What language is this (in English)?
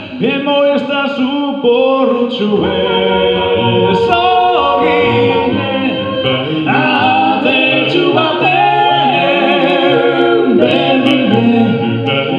Basque